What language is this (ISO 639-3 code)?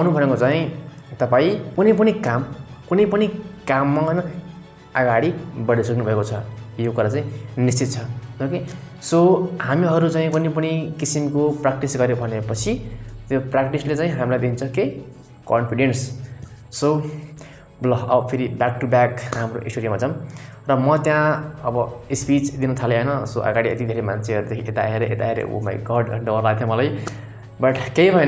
nep